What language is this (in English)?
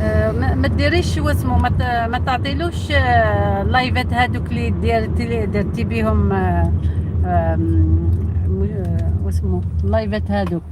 Algerian Arabic